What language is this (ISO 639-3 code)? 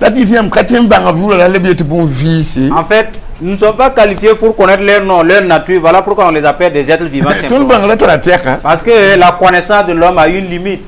mos